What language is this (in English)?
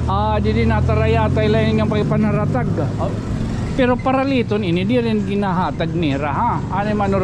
Waray